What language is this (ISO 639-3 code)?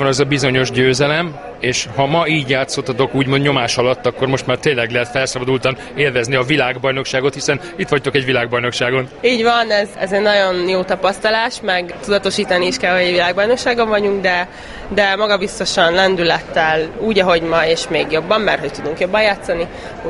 hun